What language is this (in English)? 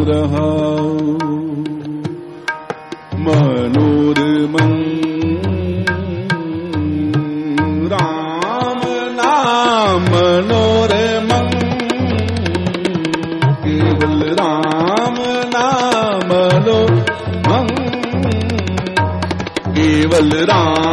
Punjabi